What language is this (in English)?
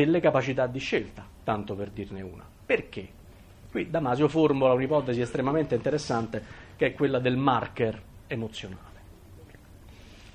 Italian